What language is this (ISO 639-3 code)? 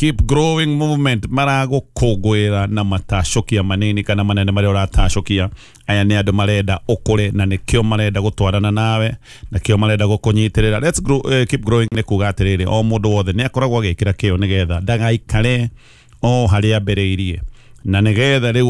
kik